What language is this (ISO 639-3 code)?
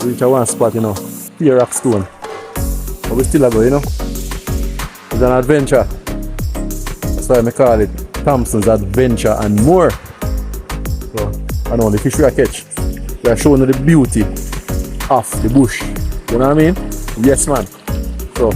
jam